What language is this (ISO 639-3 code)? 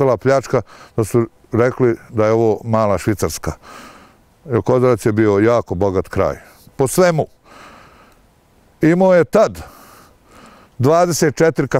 bos